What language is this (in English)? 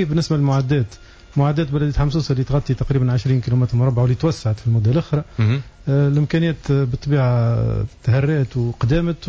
Tunisian Arabic